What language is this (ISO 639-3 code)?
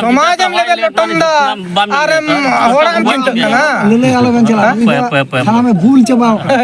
sat